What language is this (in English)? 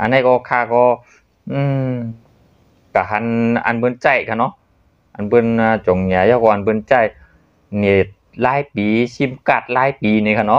Shan